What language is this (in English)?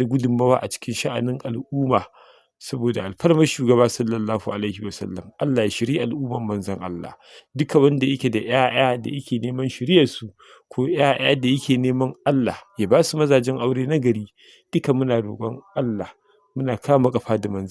Hausa